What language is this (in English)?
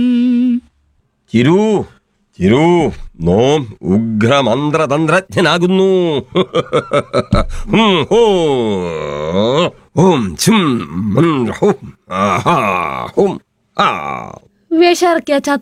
Malayalam